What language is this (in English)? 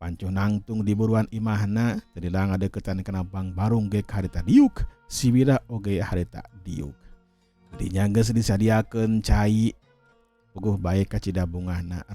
Sundanese